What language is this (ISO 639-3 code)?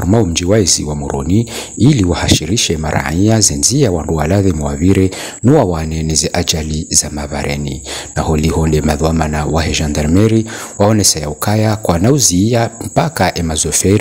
zdj